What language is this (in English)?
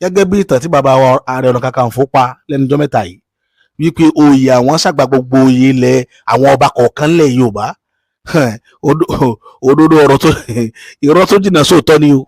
Yoruba